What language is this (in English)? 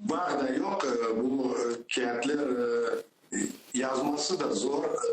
Crimean Tatar